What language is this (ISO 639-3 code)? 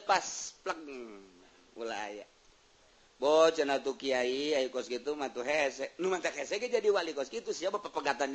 sun